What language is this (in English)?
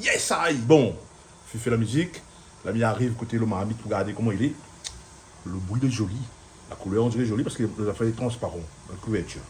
Réunion Creole French